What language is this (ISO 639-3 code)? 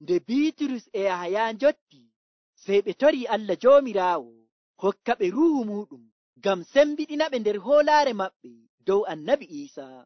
fuv